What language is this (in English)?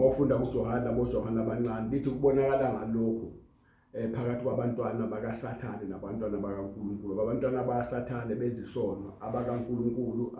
Zulu